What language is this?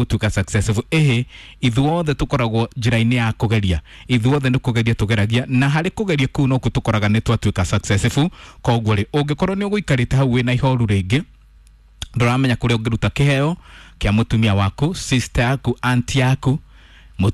Kikuyu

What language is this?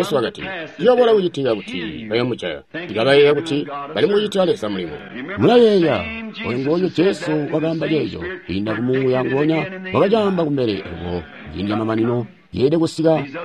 Tonga (Zambia)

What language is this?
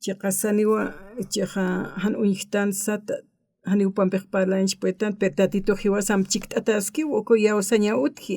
Aymara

